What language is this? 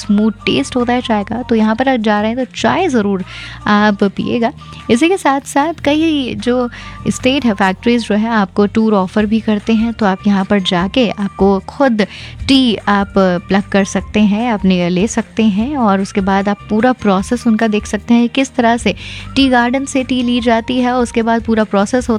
Hindi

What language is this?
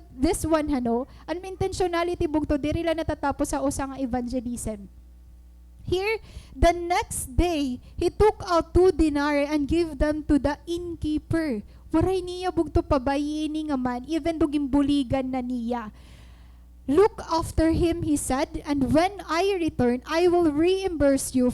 Waray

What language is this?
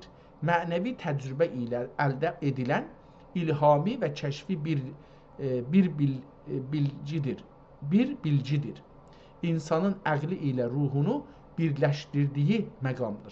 South Azerbaijani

